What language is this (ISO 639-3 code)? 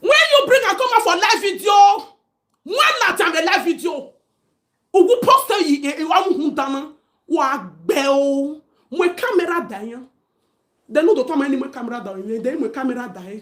pcm